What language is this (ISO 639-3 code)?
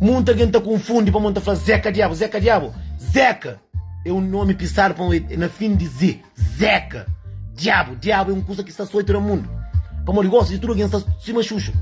kea